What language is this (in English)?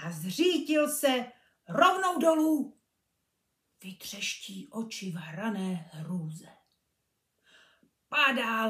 Czech